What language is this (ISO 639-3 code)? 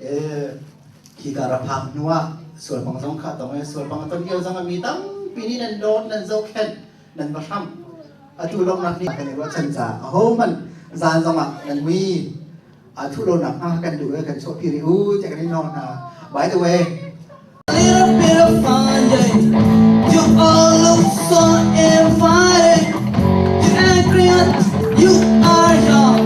cnh